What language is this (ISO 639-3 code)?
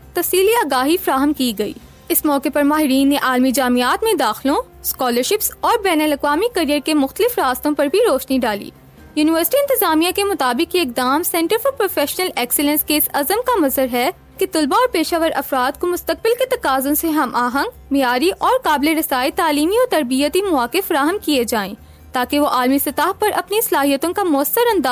urd